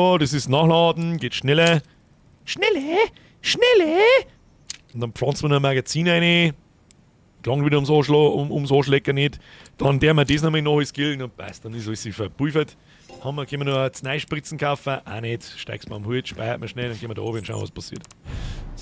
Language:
Bavarian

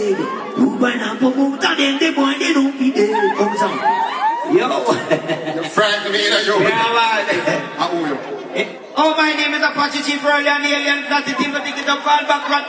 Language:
Jamaican Creole English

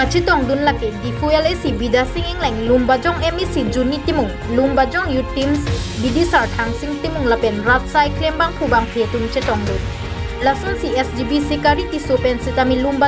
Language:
Karbi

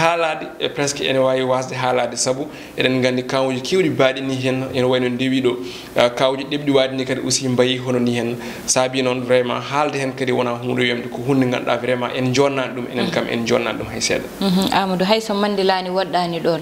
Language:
Fula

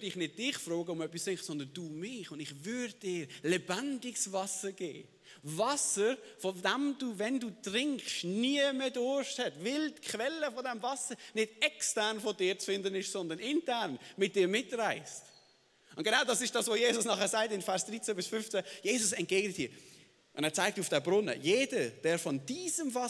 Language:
Swiss German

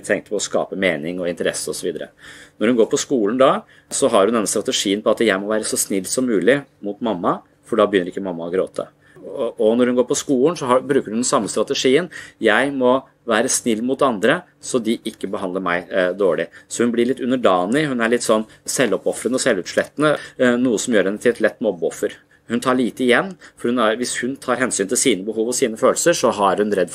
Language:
Norwegian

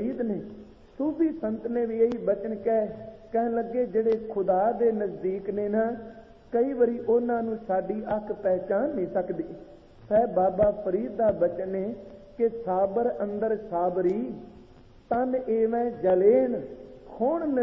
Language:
Punjabi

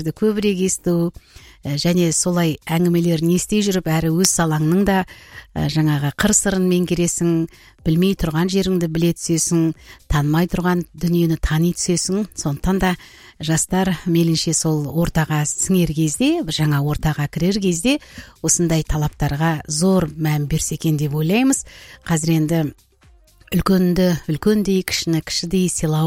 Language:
Kazakh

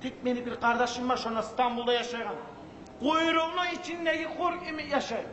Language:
Kumyk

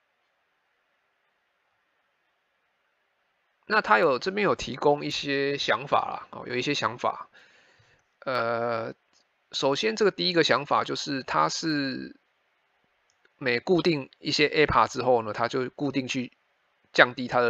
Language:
Chinese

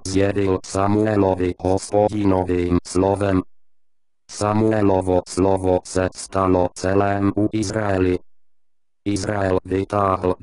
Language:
Czech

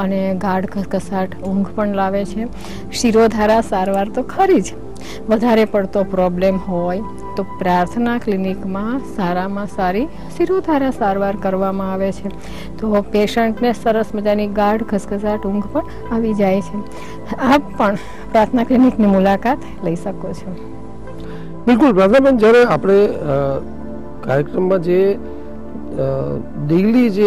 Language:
Gujarati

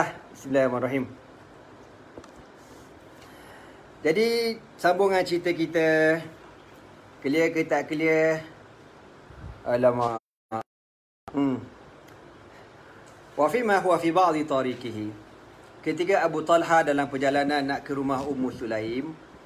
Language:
Malay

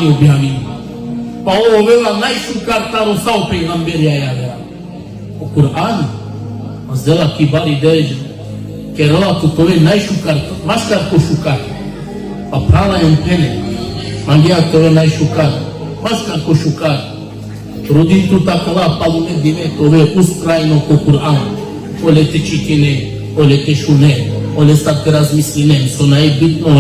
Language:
Balkan Romani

